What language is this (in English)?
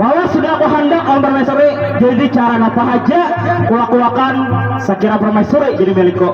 Banjar